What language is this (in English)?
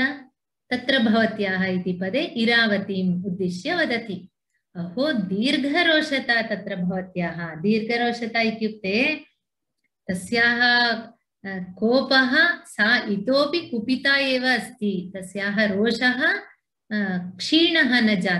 Sanskrit